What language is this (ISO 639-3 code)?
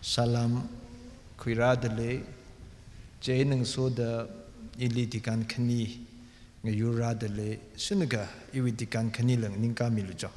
nmf